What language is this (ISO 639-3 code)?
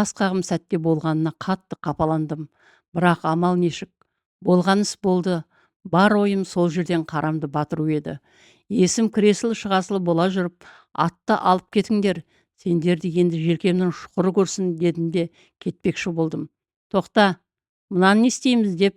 kaz